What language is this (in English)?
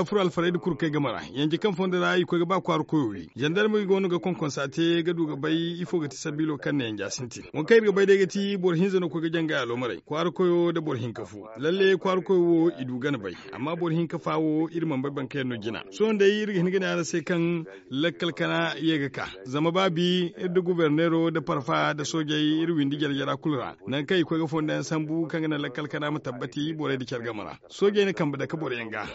Zarma